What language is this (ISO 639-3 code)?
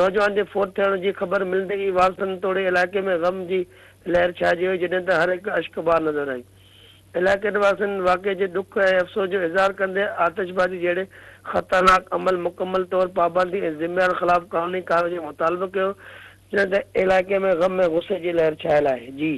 snd